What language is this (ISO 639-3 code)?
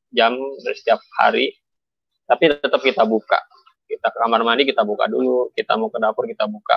ind